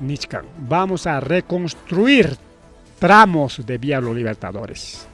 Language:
Ayacucho Quechua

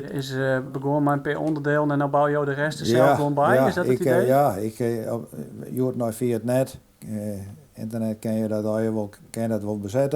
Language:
Western Frisian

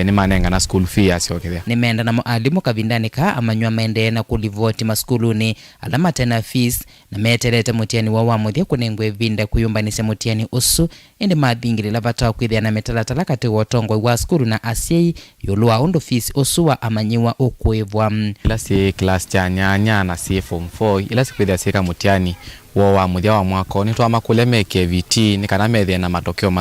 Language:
Kamba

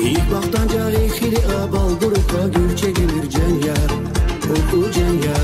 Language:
Tabassaran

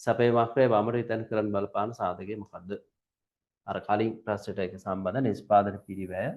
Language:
Sinhala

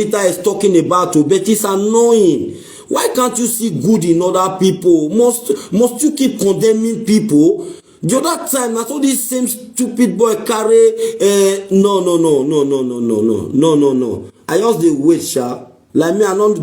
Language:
Nigerian Pidgin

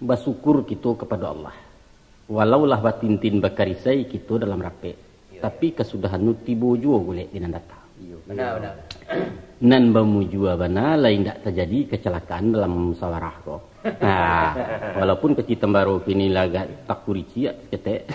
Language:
Minangkabau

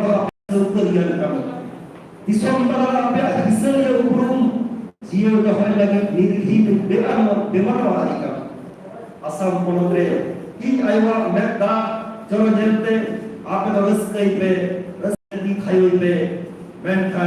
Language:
Santali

